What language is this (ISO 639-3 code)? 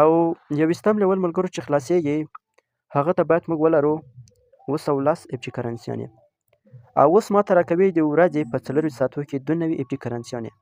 pus